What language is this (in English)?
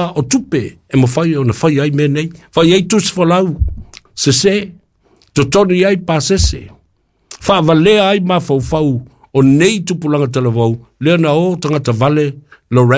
Samoan